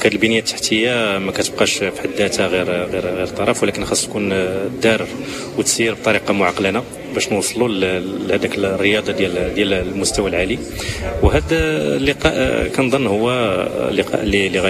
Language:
Moroccan Arabic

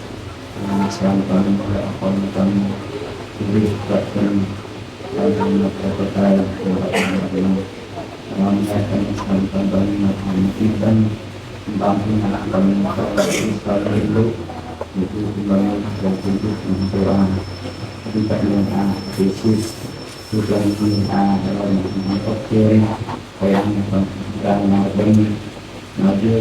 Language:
Central Mnong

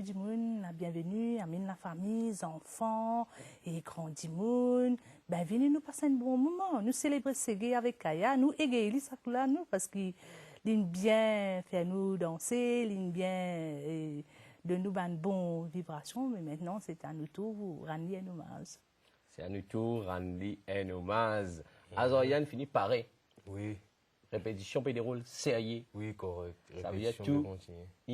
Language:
Morisyen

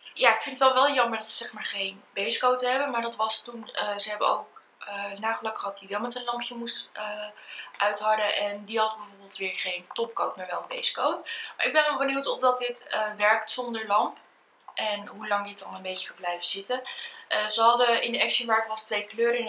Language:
Dutch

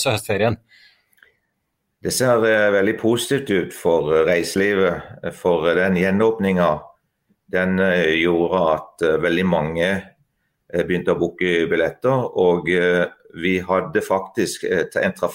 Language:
Norwegian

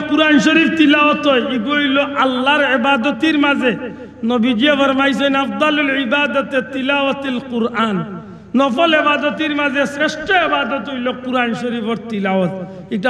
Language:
Sylheti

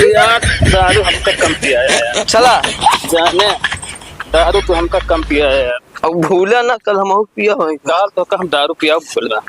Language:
Awadhi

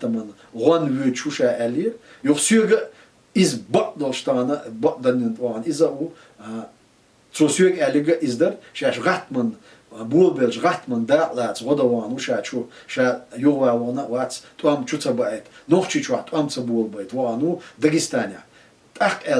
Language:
Chechen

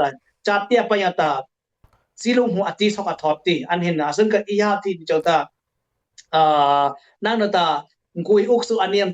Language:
Dimasa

